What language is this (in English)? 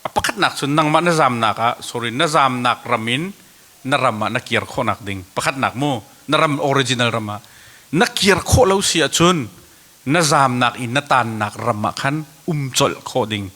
Hakha Chin